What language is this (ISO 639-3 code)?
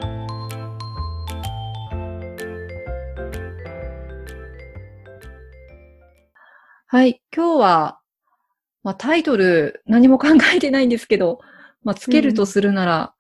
jpn